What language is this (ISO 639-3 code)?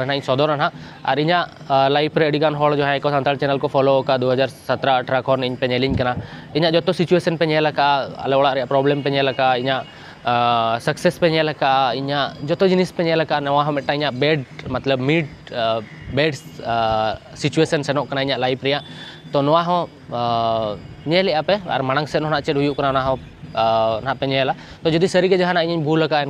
sat